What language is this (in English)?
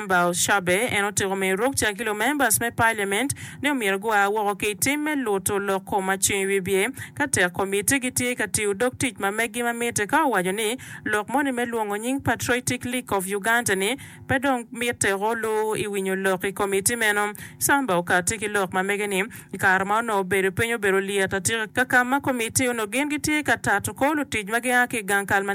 Acoli